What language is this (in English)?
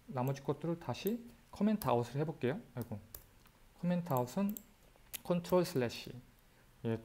Korean